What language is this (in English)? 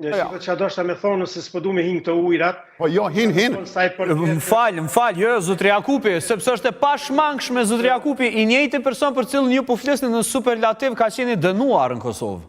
Albanian